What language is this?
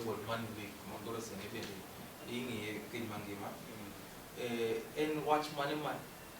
Luo (Kenya and Tanzania)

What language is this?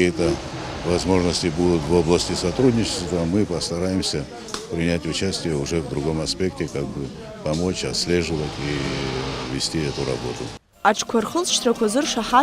Abkhazian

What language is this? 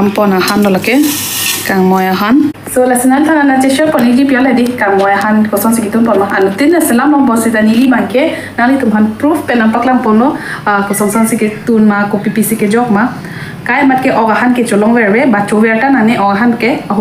Karbi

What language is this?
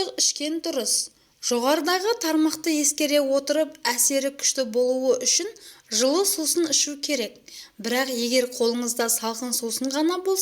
Kazakh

